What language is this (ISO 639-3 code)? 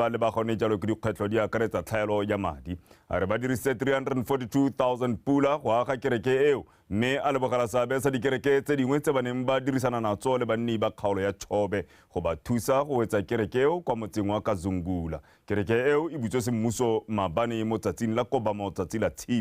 tsn